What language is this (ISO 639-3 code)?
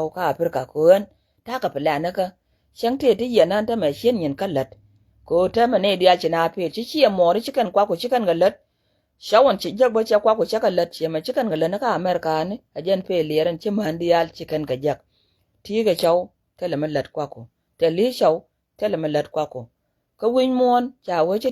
nus